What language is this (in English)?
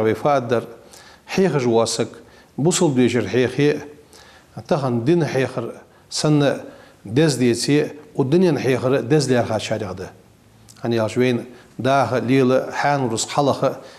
Ingush